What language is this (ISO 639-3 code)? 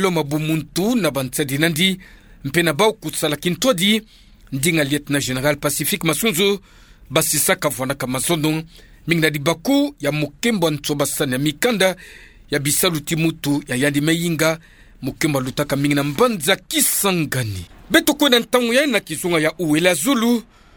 ktu